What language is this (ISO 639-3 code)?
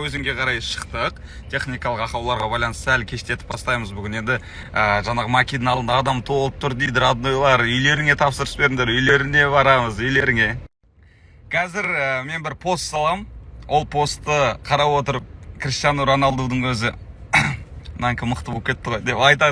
kaz